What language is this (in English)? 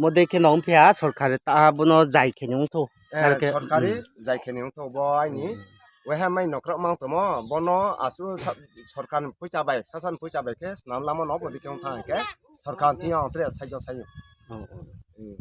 Riang (India)